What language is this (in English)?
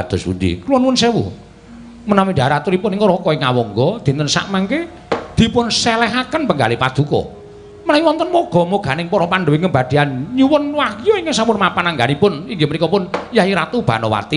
Javanese